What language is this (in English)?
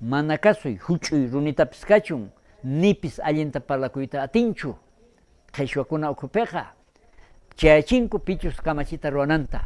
South Bolivian Quechua